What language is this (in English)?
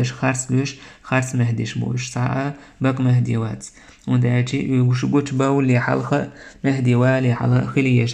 Chechen